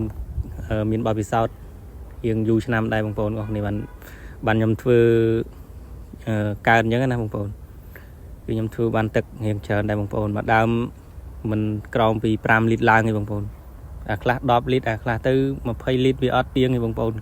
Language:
Khmer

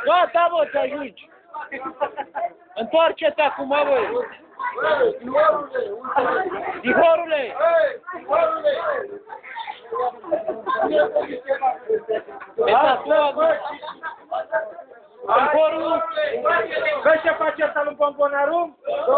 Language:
Romanian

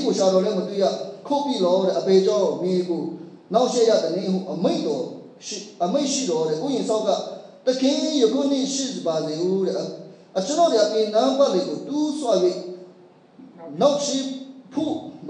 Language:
Burmese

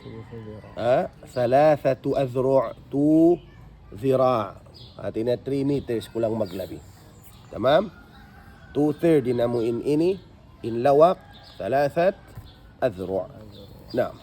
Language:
Tausug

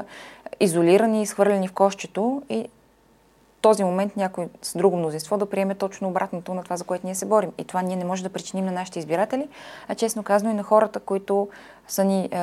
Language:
Bulgarian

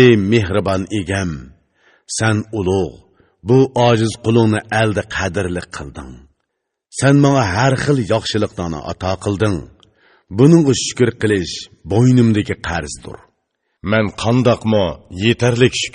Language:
Uyghur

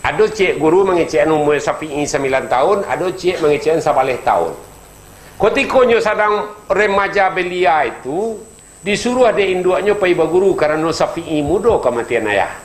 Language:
Minangkabau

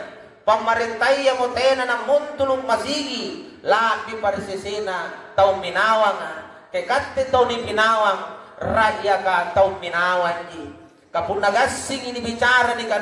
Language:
Makasar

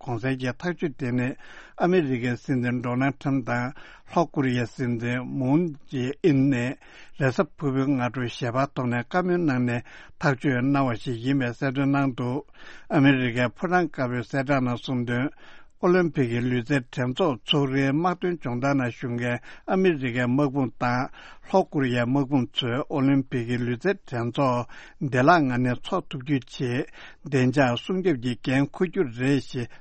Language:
Tibetan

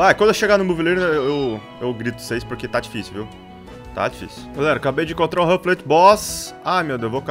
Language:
Portuguese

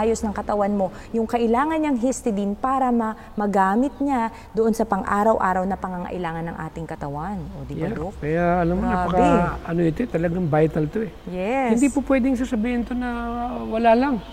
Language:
Filipino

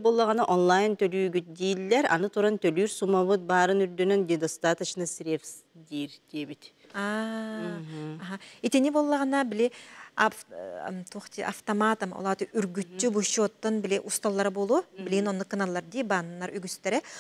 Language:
Yakut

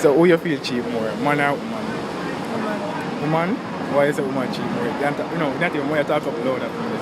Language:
Jamaican Creole English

